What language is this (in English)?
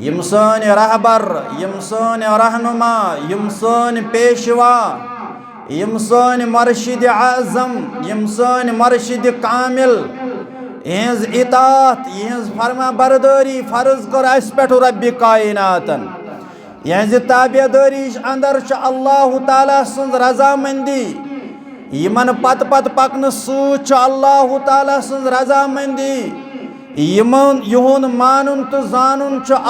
Kashmiri